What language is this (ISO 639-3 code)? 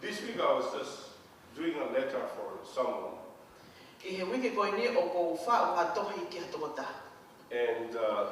ton